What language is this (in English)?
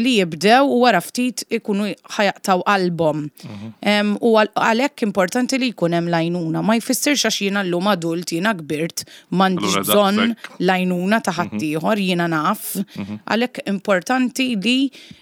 Maltese